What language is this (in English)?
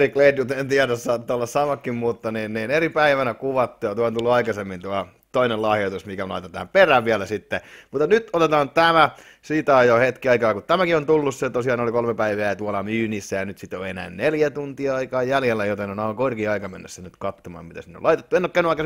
Finnish